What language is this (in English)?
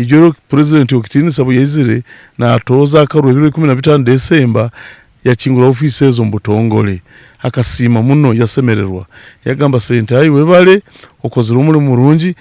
Nyankole